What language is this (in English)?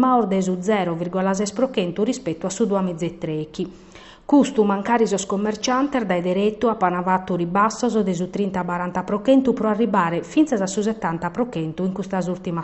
Sardinian